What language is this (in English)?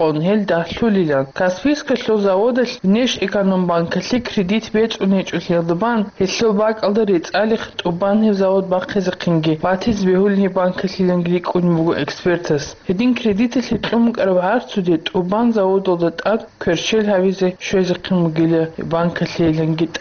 Avaric